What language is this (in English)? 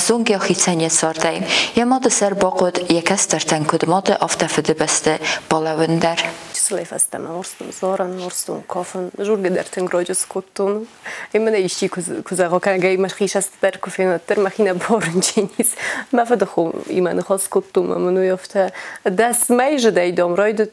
Ossetic